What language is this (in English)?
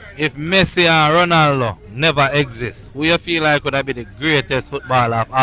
Jamaican Creole English